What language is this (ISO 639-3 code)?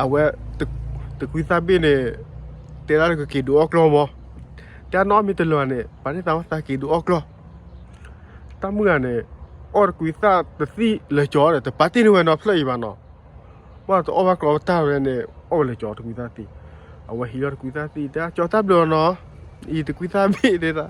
ksw